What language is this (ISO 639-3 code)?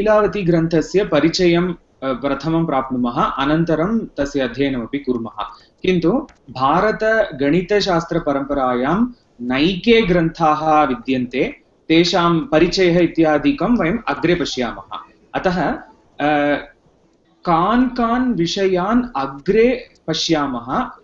san